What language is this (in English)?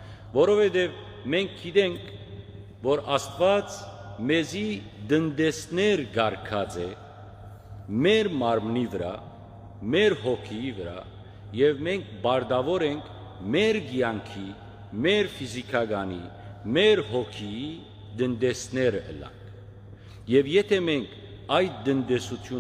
Western Armenian